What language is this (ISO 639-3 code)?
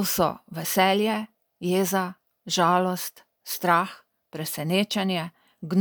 slv